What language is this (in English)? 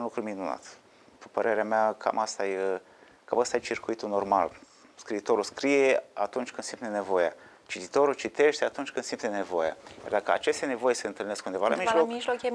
Romanian